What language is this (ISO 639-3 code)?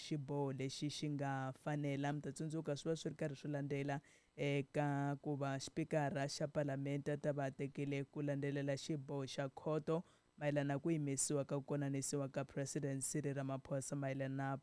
tso